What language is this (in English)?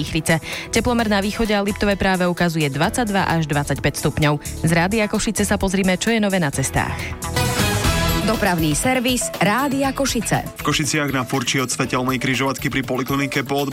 Slovak